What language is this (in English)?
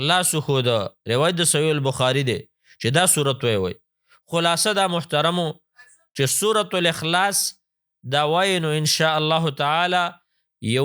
Pashto